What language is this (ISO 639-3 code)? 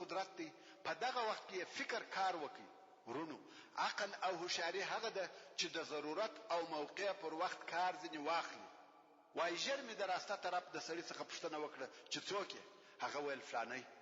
pus